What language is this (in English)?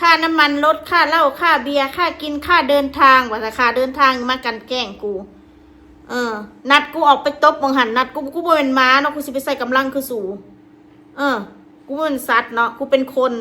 Northeastern Thai